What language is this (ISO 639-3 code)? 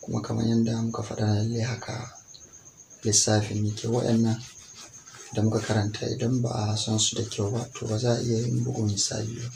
hau